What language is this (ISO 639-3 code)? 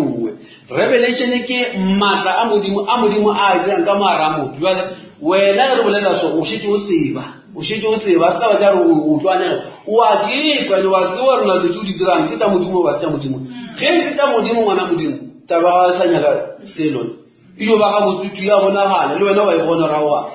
nso